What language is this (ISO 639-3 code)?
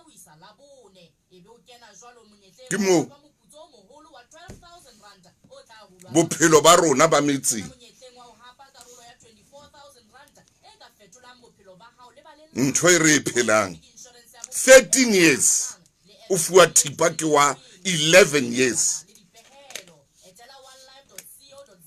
sot